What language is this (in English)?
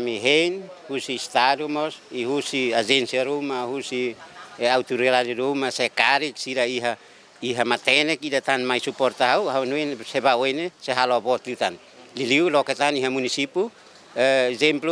Tetum